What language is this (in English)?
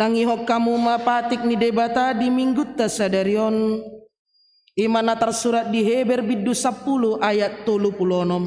Batak Toba